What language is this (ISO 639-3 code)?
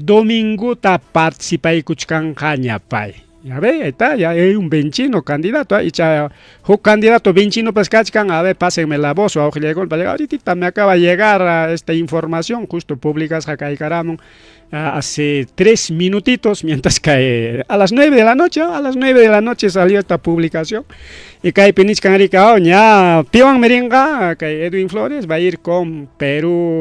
quy